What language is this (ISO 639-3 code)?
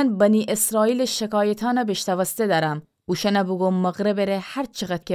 glk